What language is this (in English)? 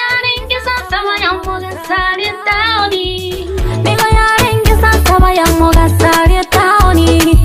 Gusii